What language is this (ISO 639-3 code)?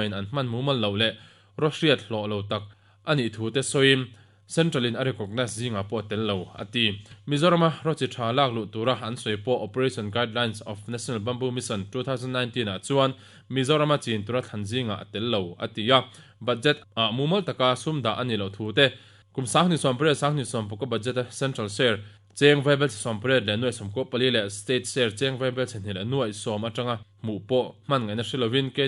lus